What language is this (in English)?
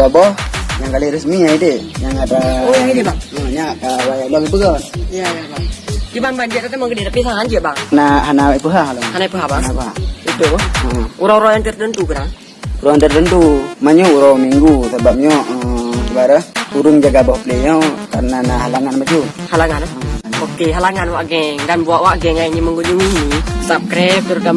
Achinese